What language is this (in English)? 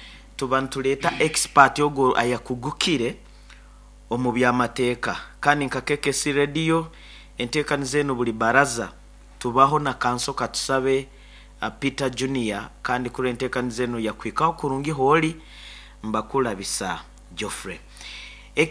Nyoro